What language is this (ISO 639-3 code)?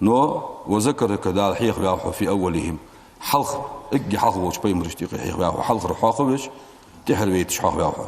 inh